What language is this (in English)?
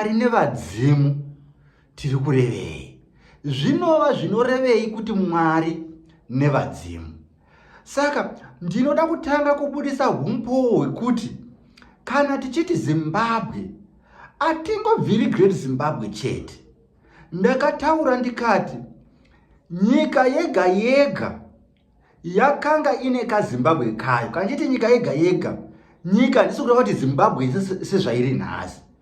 Shona